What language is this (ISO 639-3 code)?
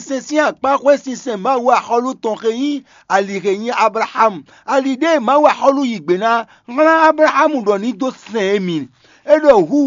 fon